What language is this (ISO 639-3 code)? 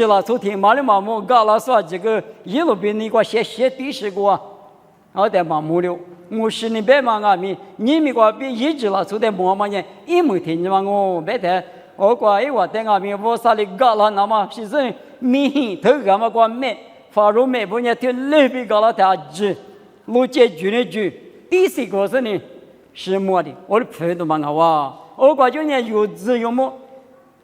lis